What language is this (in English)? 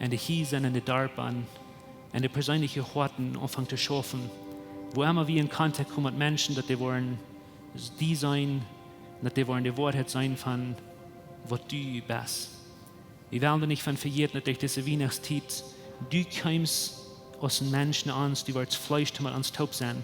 Plautdietsch